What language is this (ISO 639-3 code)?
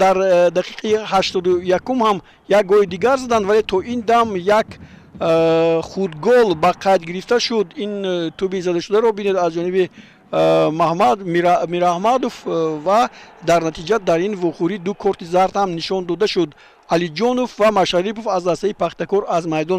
tgk